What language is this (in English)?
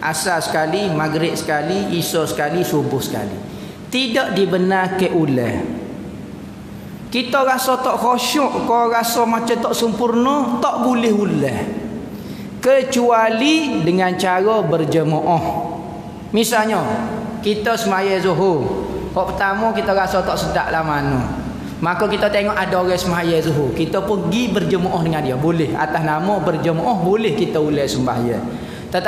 Malay